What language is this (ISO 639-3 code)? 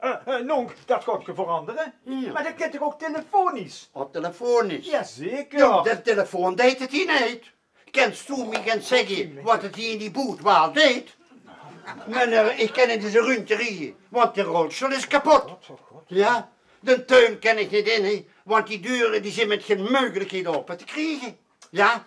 lim